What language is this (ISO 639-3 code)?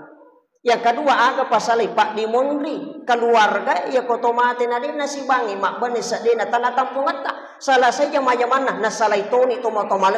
bug